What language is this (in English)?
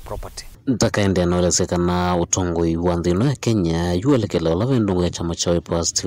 Kamba